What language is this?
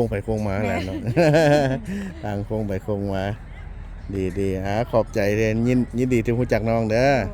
Lao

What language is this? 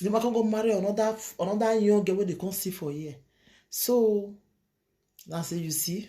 Nigerian Pidgin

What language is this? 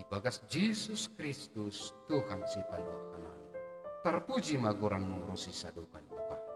Batak Simalungun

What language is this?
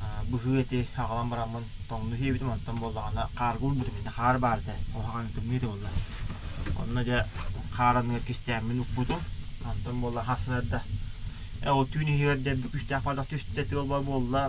Yakut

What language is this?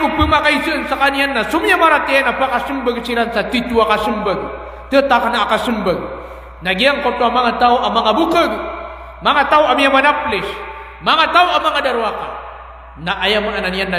Maranao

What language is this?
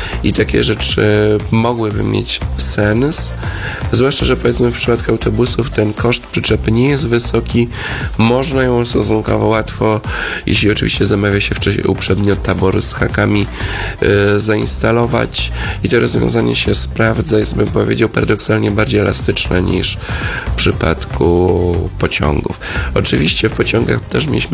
Polish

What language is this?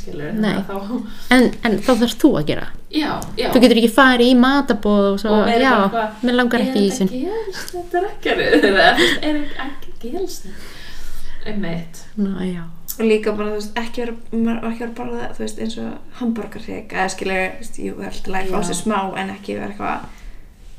Icelandic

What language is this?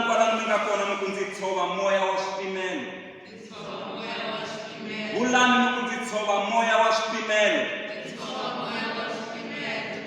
Tsonga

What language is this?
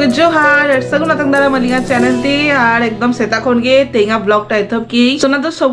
Santali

